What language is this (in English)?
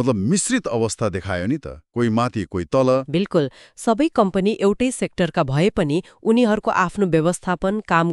Nepali